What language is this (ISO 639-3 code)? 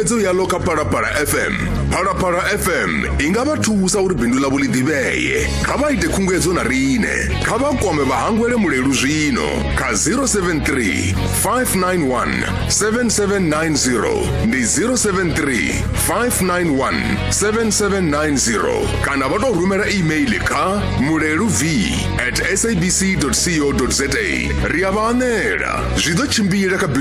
ven